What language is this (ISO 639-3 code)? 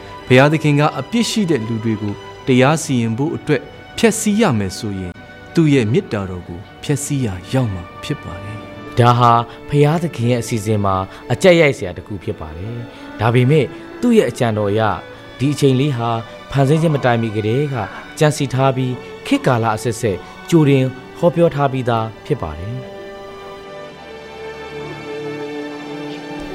mya